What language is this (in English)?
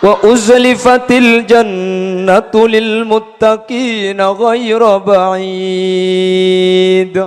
Madurese